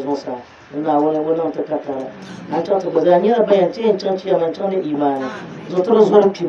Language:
Dagbani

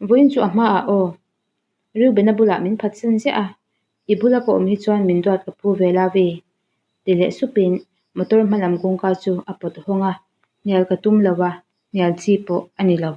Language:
Mizo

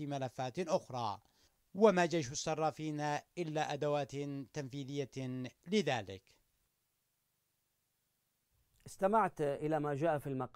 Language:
Arabic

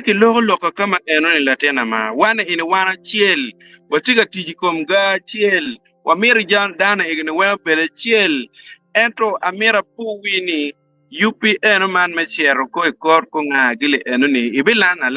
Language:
Acoli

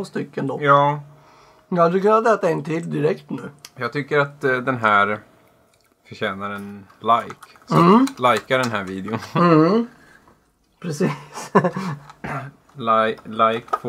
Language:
Swedish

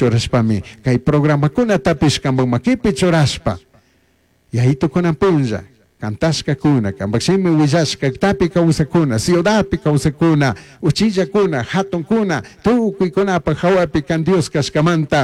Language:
Chimborazo Highland Quichua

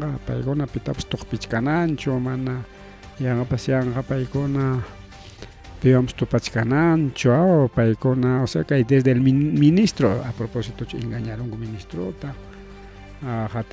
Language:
Ayacucho Quechua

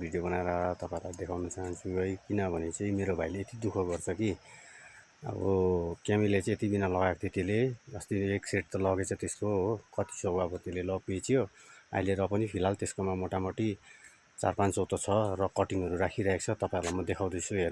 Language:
Nepali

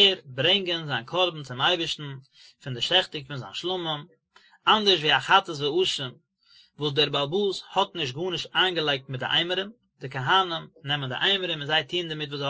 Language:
Yiddish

